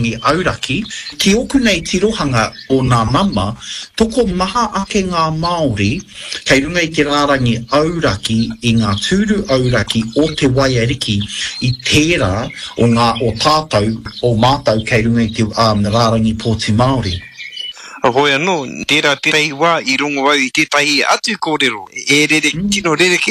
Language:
Māori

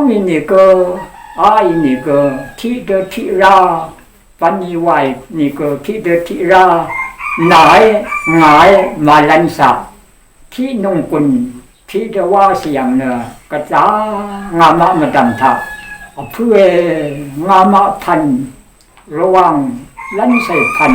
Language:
Rawang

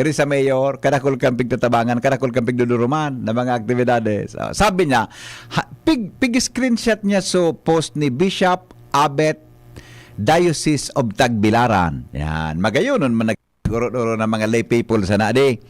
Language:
Bikol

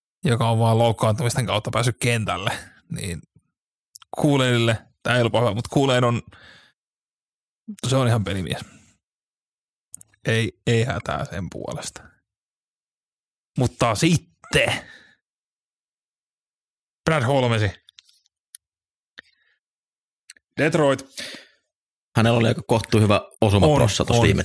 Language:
Finnish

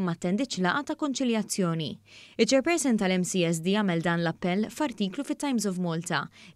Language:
Maltese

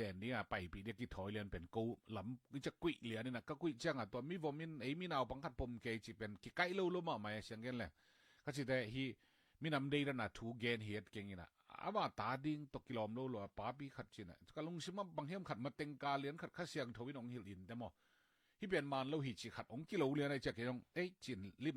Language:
Tedim Chin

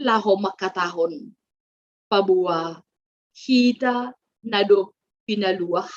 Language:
Batak Simalungun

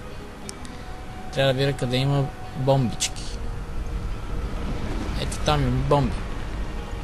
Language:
Bulgarian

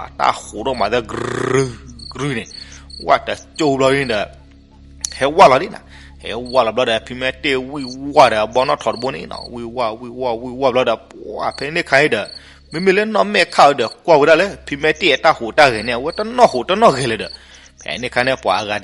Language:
S'gaw Karen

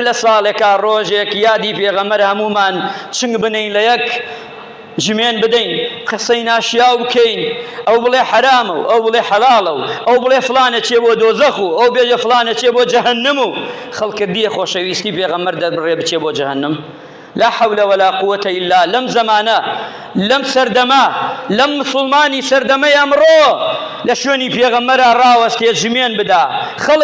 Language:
Central Kurdish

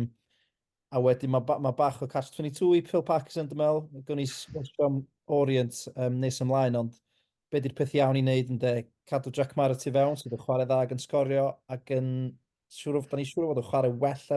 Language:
Welsh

